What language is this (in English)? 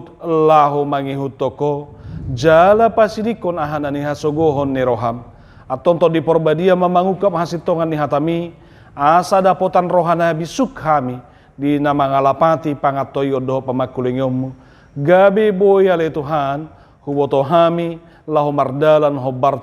Batak Toba